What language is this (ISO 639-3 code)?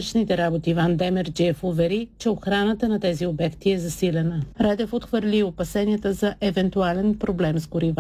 bul